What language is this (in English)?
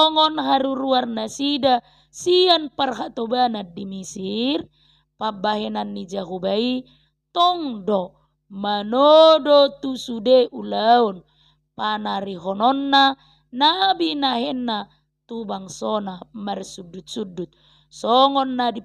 Batak Toba